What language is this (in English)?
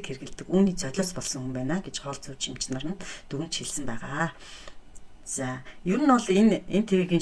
Mongolian